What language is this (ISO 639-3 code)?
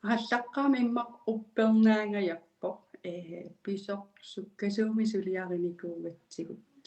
kal